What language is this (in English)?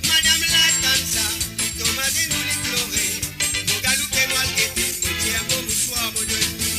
Morisyen